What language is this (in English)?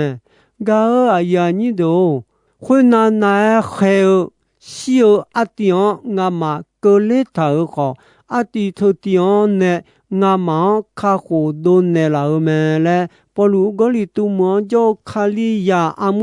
Akha